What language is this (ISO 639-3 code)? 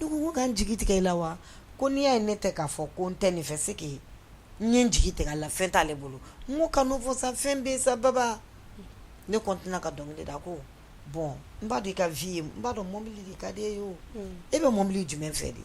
bam